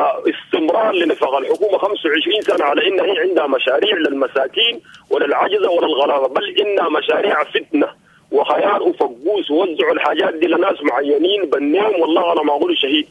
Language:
Sudanese Arabic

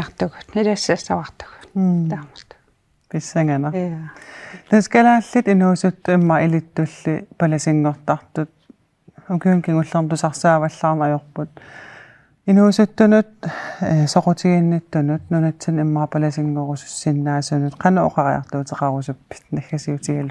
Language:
Kalaallisut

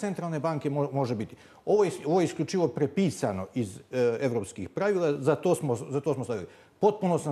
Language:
Bosnian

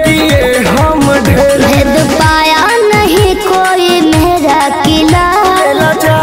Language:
Bhojpuri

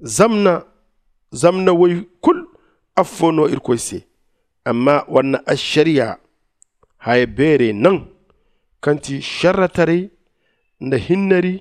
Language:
Zarma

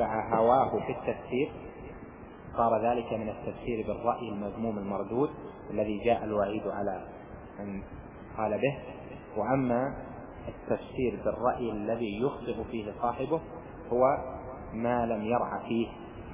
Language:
Arabic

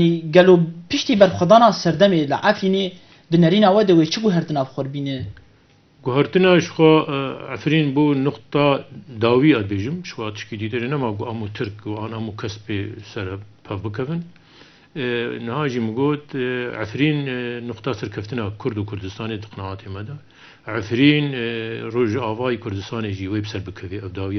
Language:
Kurdish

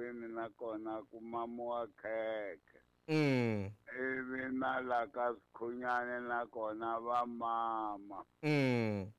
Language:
Tsonga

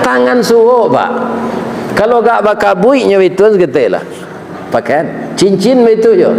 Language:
Minangkabau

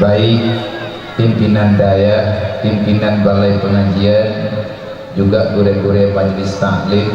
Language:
Achinese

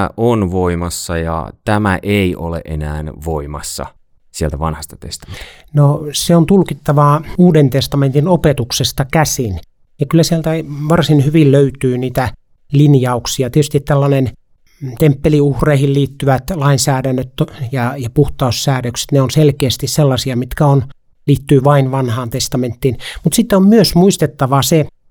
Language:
Finnish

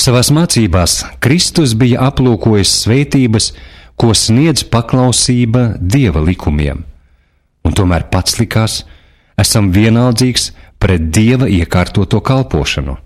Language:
Latvian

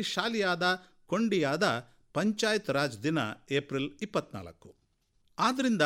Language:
Kannada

